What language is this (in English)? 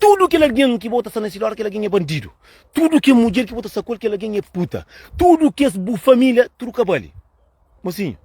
Kabuverdianu